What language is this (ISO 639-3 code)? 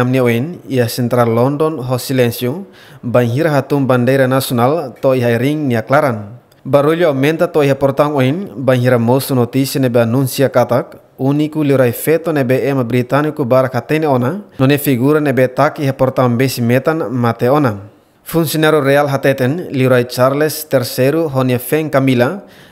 tet